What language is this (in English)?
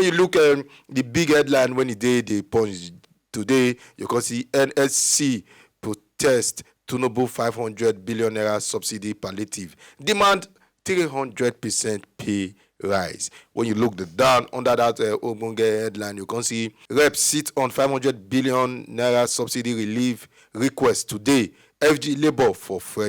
Nigerian Pidgin